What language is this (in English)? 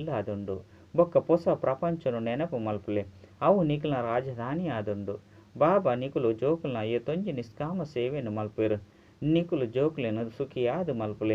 Tulu